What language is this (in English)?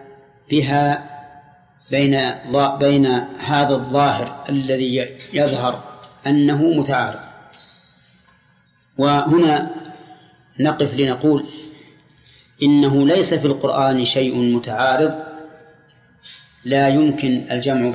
Arabic